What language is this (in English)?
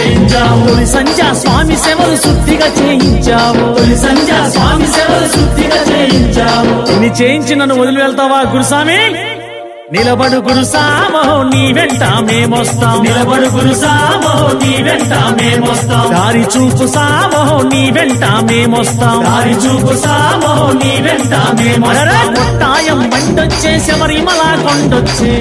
Telugu